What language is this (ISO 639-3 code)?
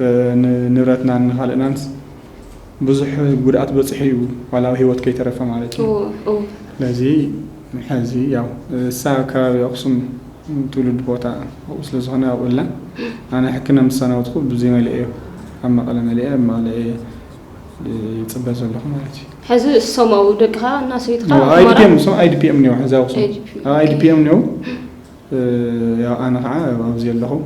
tir